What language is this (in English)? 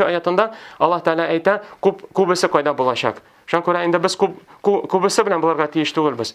Tatar